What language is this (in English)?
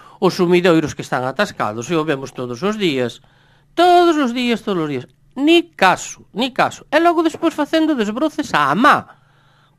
Galician